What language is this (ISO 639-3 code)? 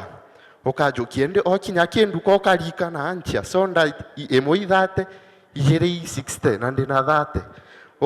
mer